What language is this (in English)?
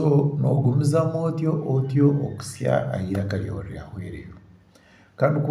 Nyankole